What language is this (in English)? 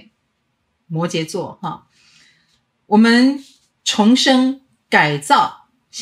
Chinese